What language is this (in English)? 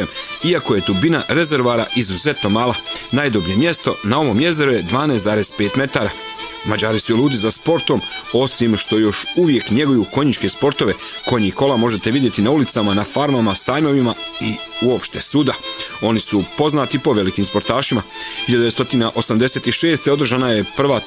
Bosnian